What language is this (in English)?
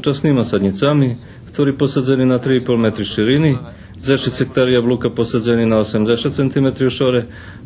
Rusyn